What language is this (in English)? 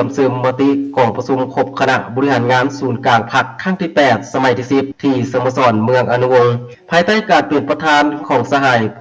Lao